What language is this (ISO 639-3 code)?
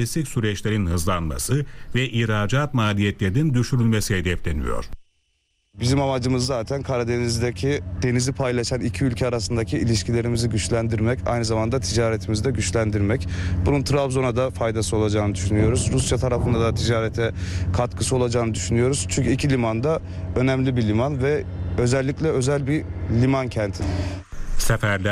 tur